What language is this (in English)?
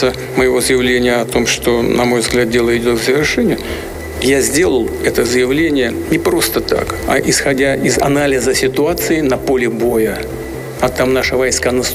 Russian